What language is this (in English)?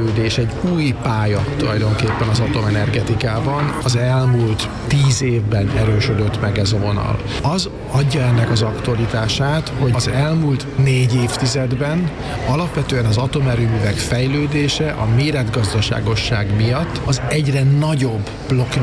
Hungarian